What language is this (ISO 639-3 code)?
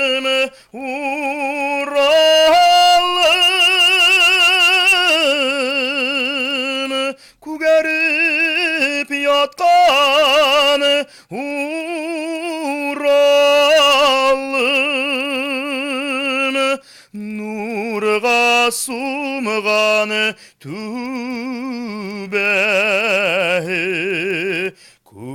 bak